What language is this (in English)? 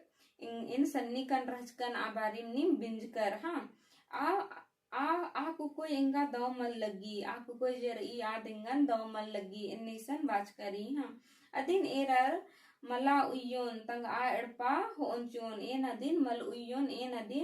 Kurukh